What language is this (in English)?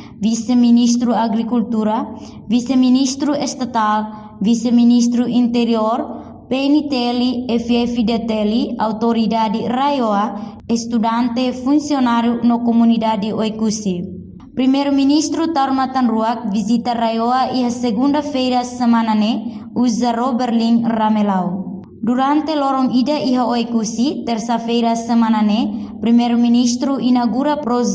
Tetum